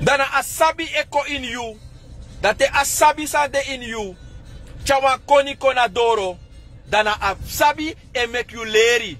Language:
Sranan Tongo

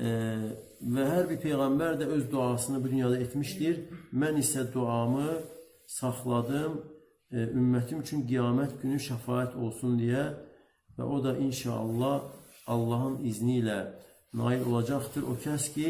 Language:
Azerbaijani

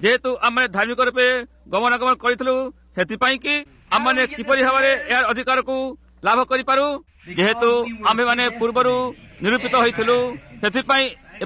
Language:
Odia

